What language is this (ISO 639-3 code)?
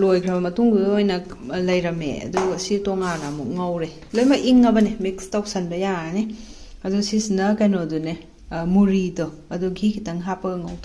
mni